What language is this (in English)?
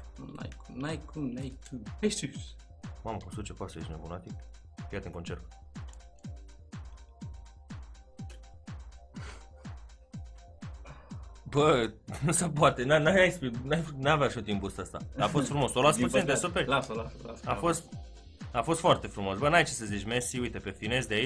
Romanian